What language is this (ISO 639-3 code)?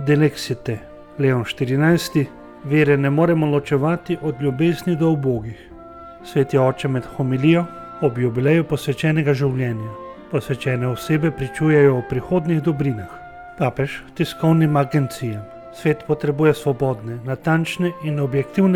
slv